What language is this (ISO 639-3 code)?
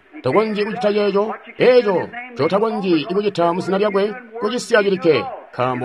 toi